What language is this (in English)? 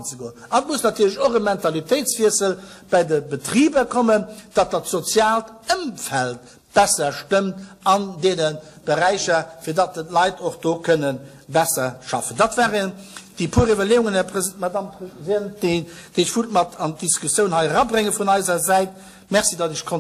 Luxembourgish